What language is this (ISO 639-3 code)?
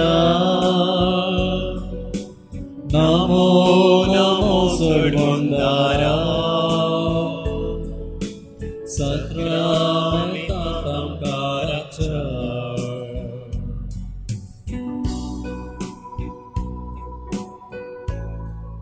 kok